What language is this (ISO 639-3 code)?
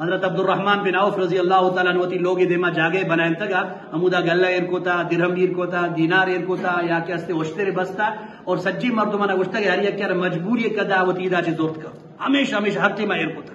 bgp